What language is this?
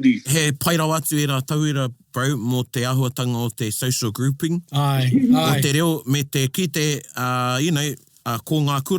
Māori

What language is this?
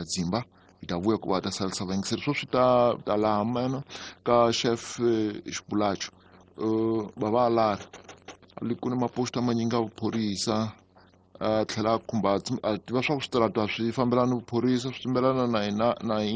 Tsonga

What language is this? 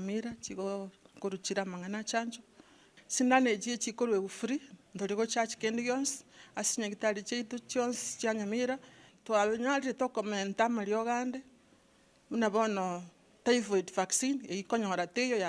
Gusii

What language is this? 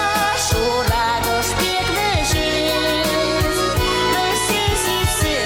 Chuvash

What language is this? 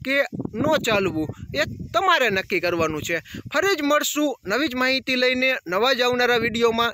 Gujarati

